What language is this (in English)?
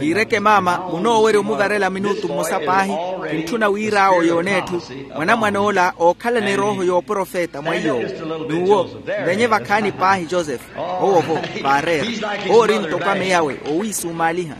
Makhuwa